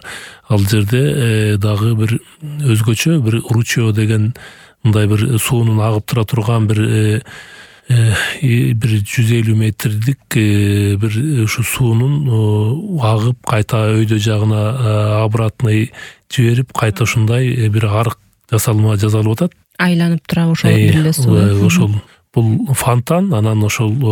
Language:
Kyrgyz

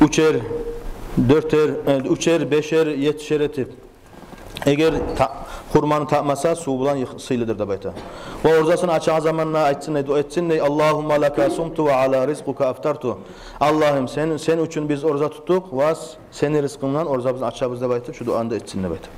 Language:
Kumyk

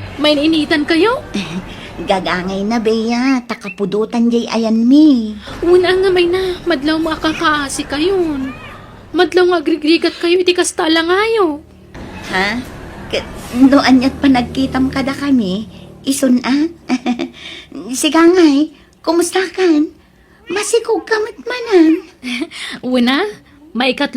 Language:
Iloko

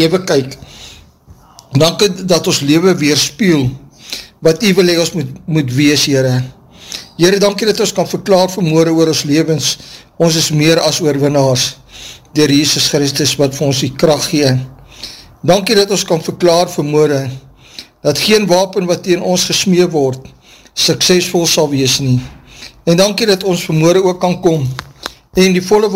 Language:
Afrikaans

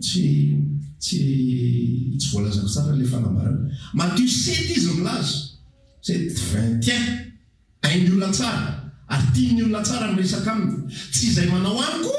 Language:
Malagasy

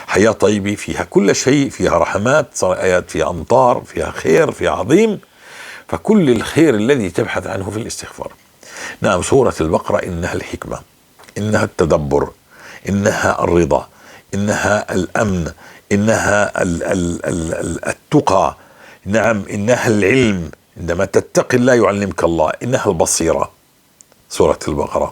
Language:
North Levantine Arabic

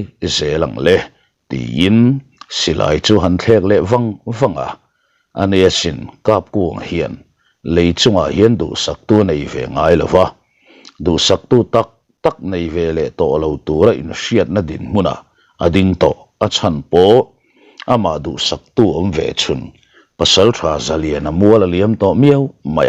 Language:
Mizo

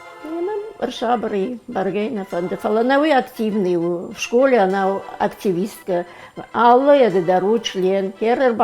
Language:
Ossetic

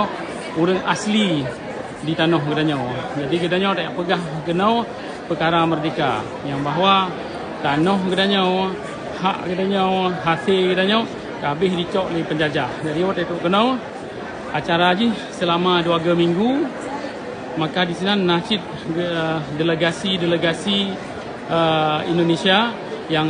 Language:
Achinese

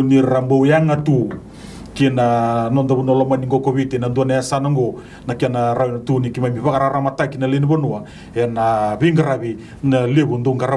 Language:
Fijian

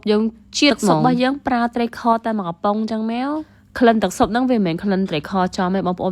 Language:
Khmer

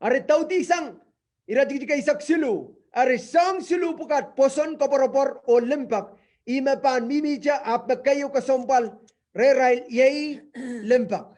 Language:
Pohnpeian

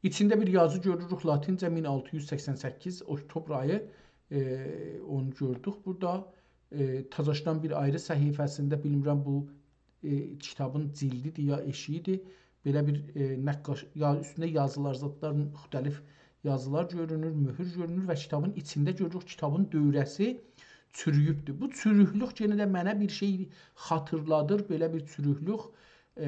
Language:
South Azerbaijani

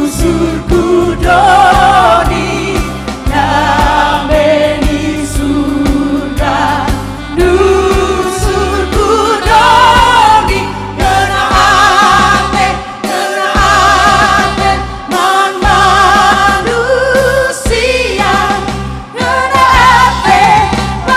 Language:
Batak Karo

